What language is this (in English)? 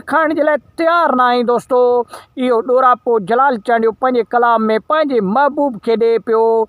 Sindhi